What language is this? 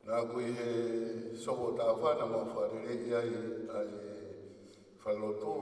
Tongan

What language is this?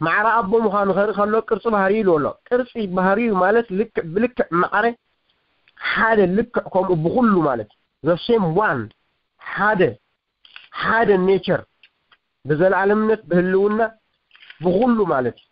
Tigrinya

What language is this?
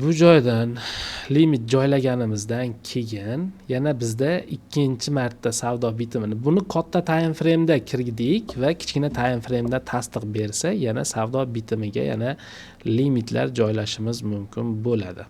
Uzbek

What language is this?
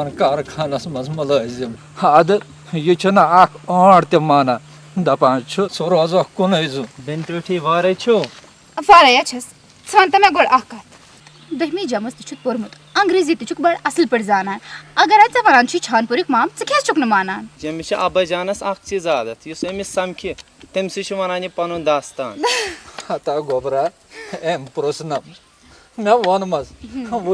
Kashmiri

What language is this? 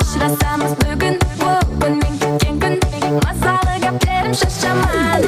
Kara-Kalpak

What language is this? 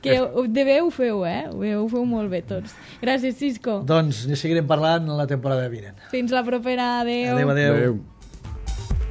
Catalan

